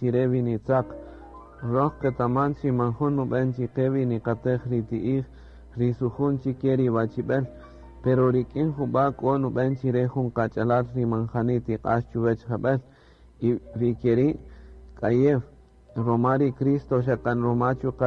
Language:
Kaqchikel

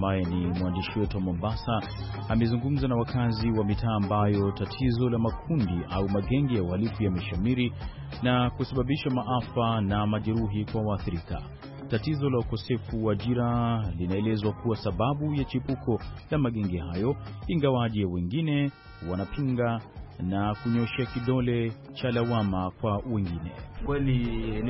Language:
Swahili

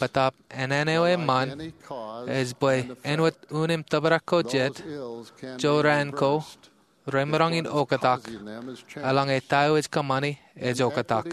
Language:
Marshallese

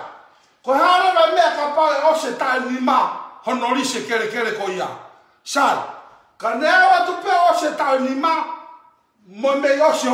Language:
Tongan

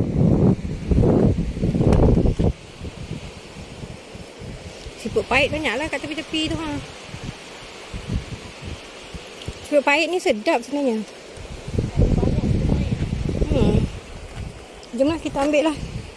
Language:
Malay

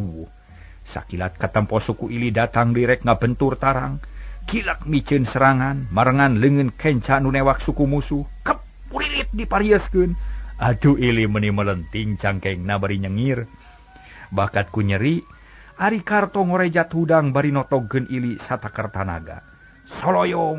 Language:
Sundanese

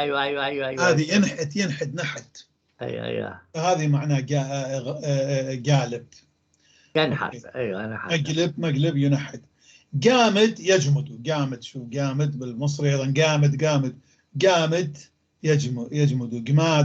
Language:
North Levantine Arabic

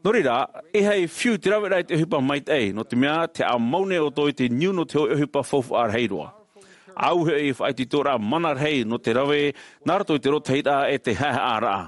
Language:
Tahitian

